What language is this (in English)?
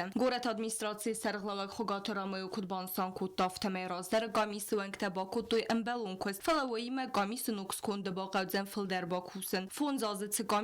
Ossetic